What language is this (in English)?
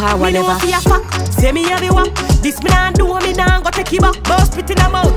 Jamaican Creole English